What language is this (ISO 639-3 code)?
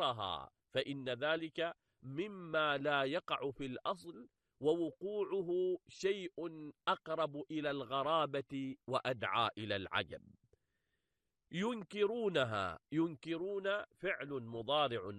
ara